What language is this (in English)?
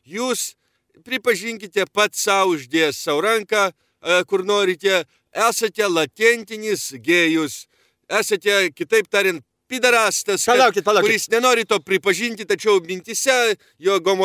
Lithuanian